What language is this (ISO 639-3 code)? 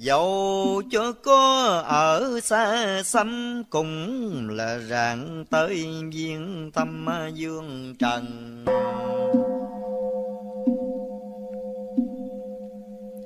vie